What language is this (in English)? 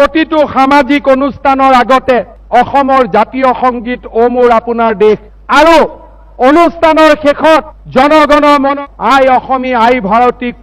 Assamese